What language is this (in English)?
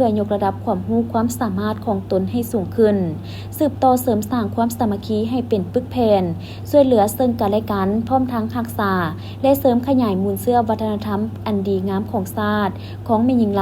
Lao